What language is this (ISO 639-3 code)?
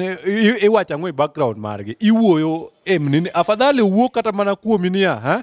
luo